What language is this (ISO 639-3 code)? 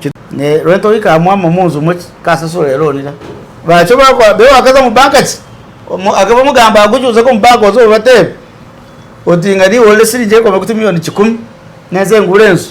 myx